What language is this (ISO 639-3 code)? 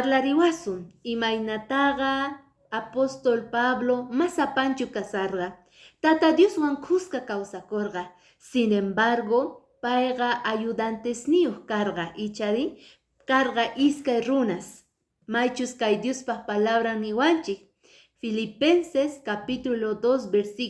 que